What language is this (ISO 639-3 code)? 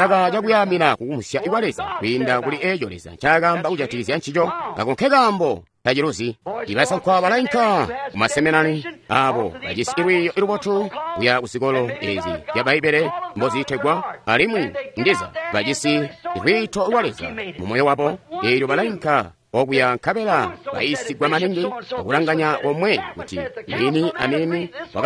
toi